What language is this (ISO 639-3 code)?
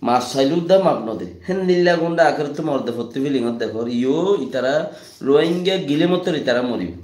rhg